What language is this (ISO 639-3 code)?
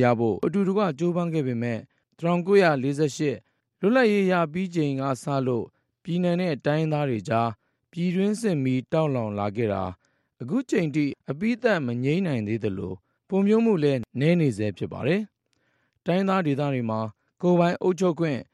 mya